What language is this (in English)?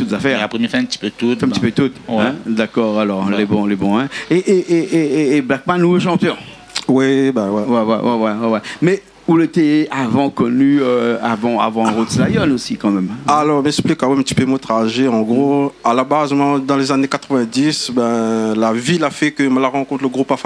Réunion Creole French